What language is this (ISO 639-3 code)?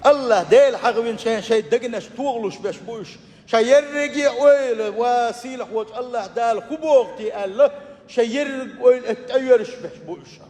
che